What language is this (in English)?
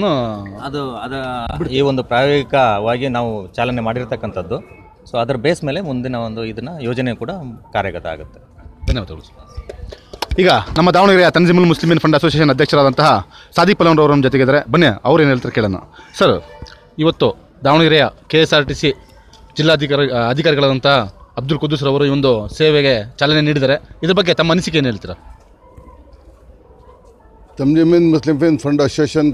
Kannada